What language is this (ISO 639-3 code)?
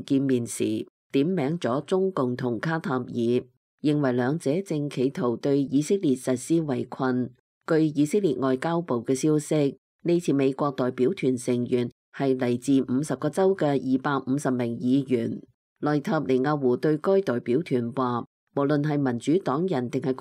yue